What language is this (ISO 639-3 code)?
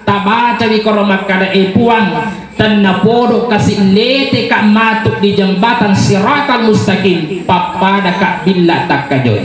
bug